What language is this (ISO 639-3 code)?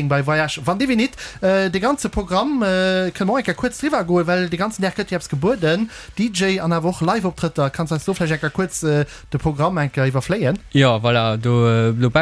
ltz